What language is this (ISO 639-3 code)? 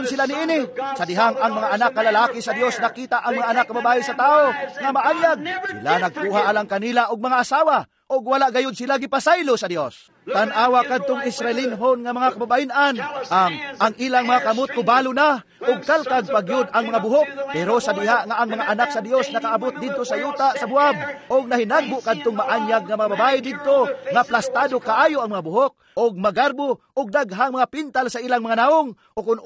ceb